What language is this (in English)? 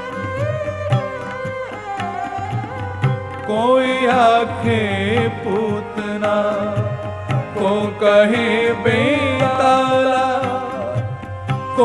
Punjabi